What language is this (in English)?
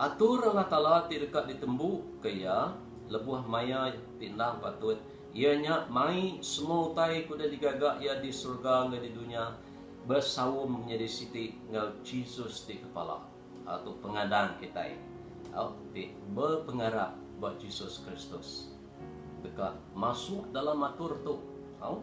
Iban